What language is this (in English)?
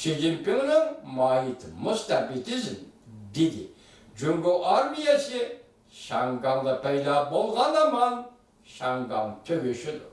Uyghur